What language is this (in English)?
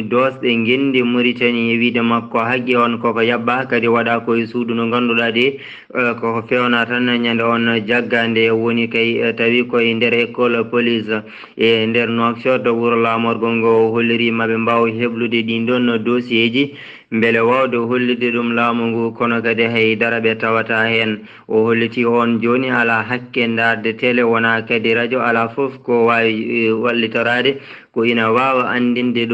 Fula